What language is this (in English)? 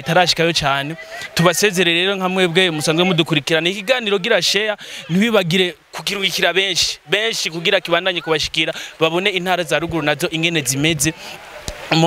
Rundi